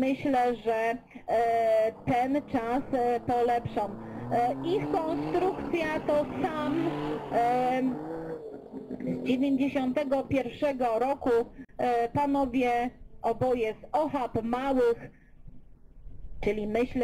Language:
Polish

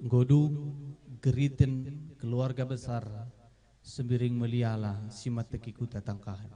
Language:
Batak Karo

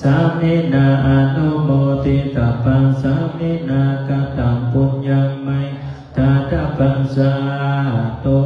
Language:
Pali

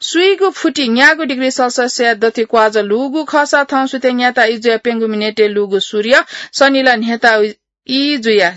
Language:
Newari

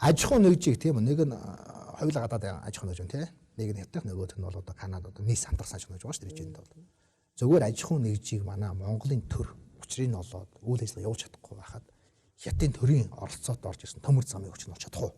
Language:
Mongolian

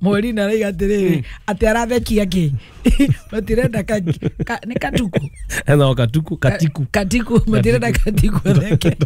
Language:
Kikuyu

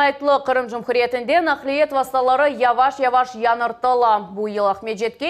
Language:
Crimean Tatar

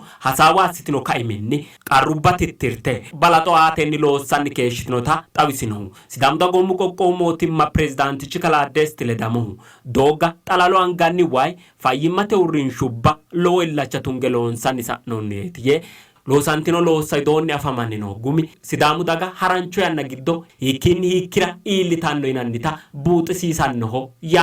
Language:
Sidamo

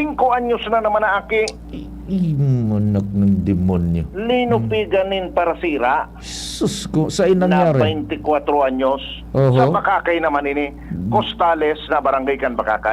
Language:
Bikol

